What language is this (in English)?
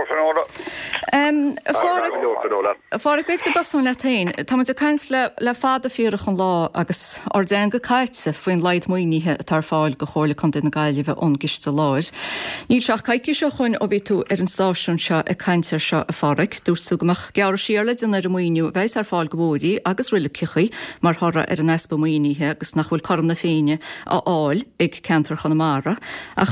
Irish